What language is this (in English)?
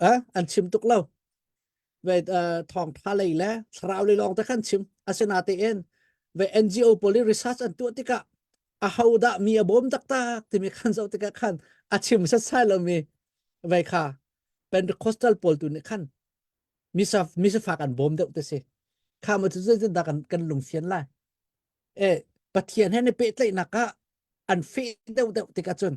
Hakha Chin